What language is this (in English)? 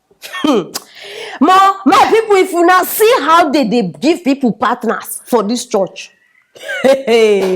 Nigerian Pidgin